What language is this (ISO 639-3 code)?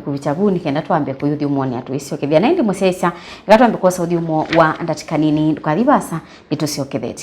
kam